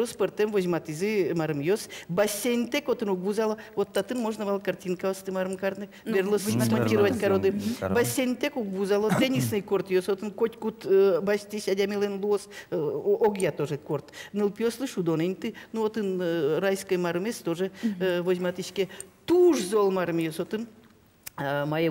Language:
Udmurt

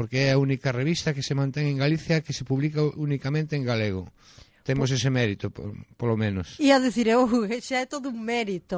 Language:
Galician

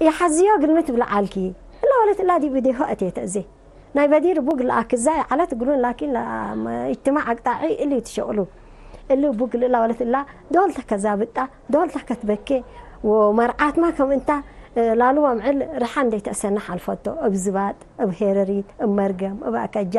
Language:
Tigre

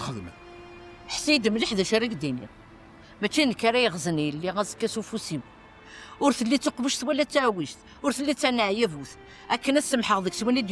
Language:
Kabyle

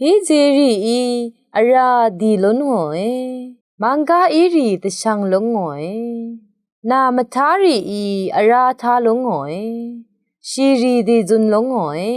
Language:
Rawang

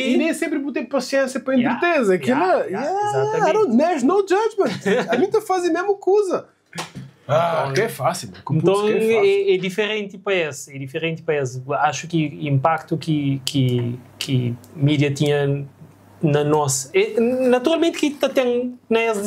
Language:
Kabuverdianu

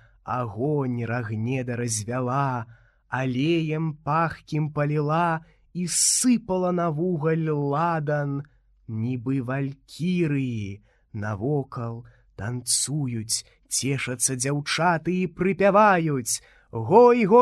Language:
Belarusian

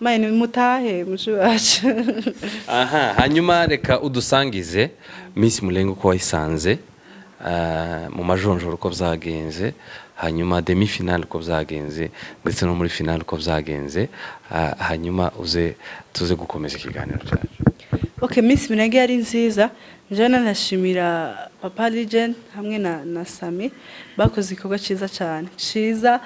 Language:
Kinyarwanda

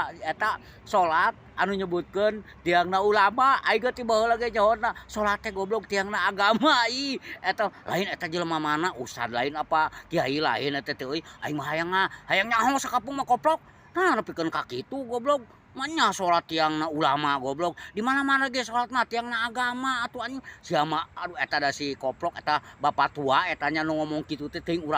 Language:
Sundanese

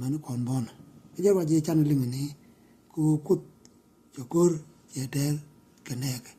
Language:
Nuer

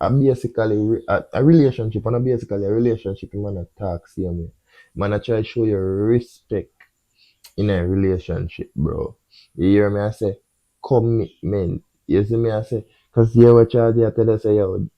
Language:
Jamaican Creole English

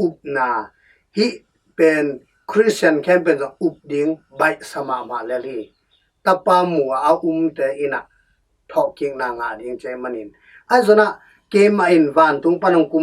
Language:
Tedim Chin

